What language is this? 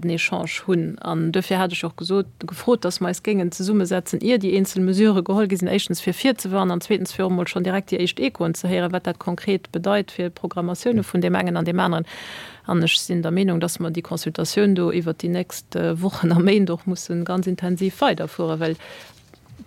Luxembourgish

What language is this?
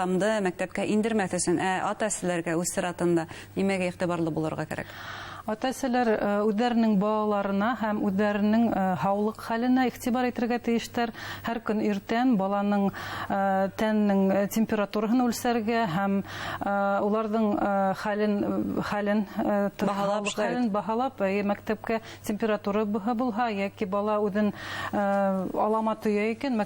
Bashkir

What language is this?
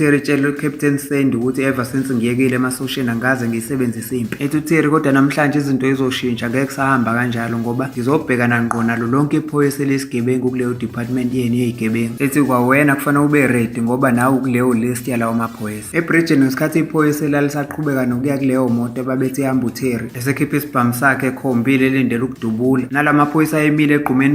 Zulu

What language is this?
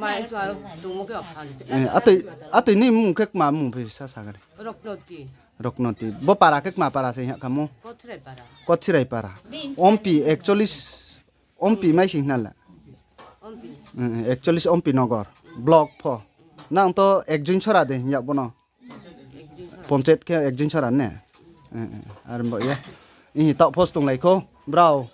Riang (India)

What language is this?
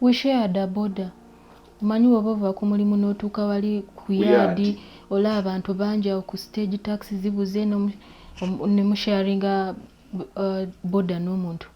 Ganda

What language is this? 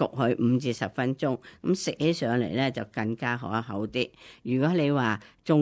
Cantonese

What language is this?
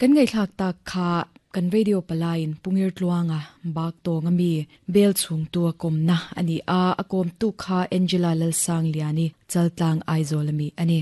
Mizo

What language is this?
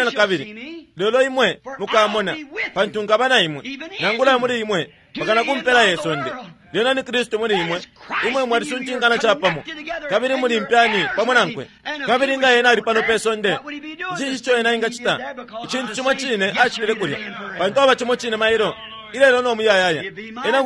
Bemba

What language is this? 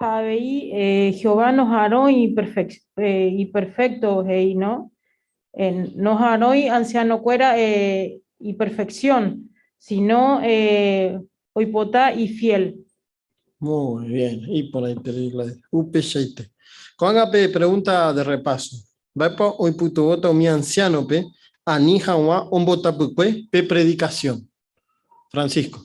Guarani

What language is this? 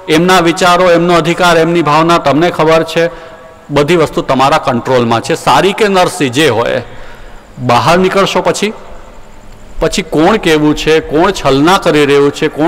Gujarati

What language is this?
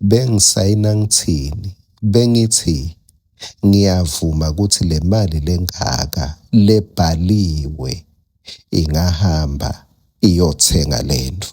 Swati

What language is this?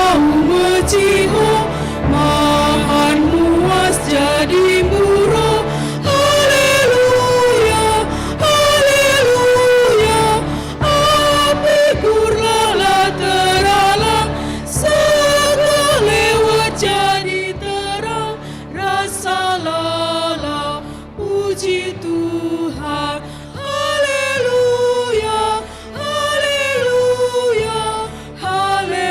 Batak Karo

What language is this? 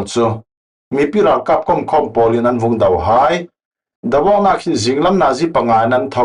Falam Chin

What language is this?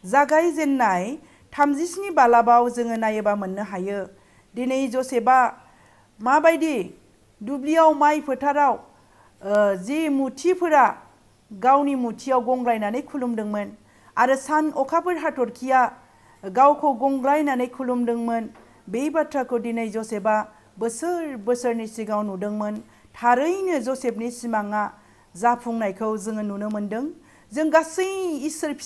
Bodo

